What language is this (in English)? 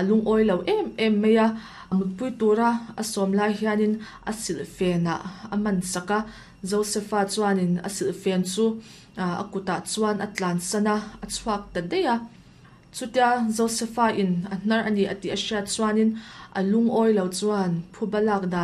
Mizo